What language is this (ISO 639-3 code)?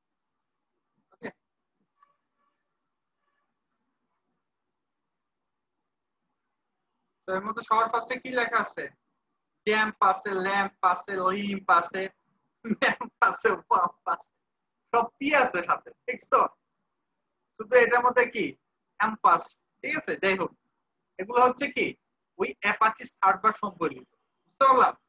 ben